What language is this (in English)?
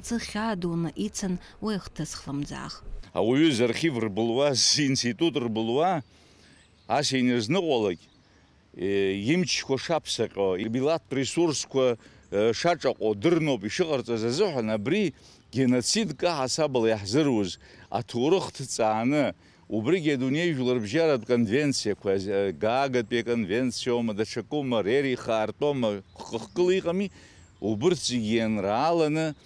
Abkhazian